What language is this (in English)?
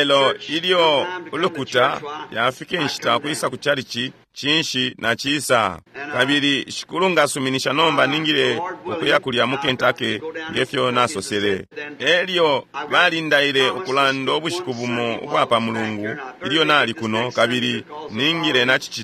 Bemba